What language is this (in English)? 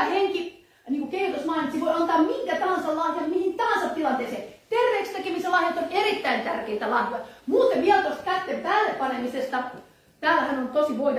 Finnish